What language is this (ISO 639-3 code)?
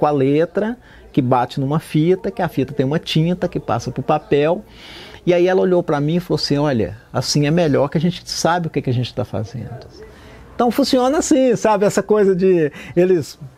por